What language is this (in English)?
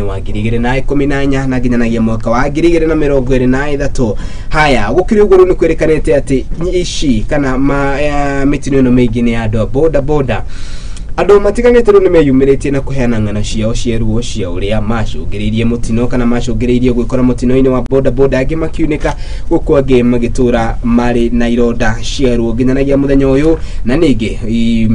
Kikuyu